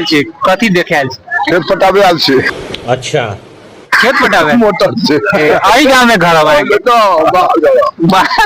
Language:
Maithili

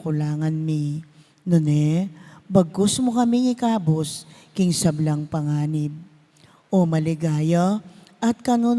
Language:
Pampanga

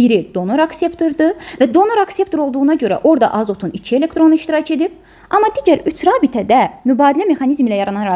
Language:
Azerbaijani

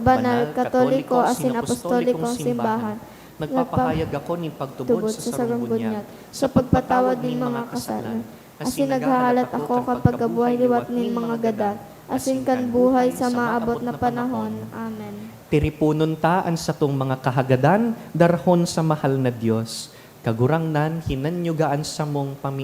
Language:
Bikol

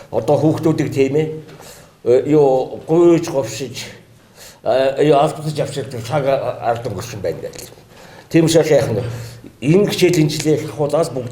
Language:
Mongolian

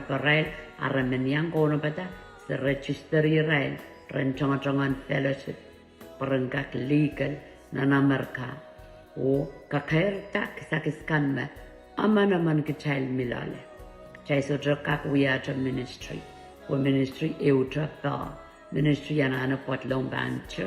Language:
Pohnpeian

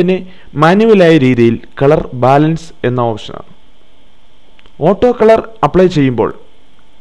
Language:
Malayalam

